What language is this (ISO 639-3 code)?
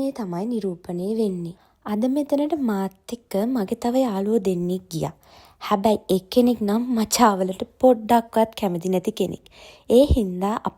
sin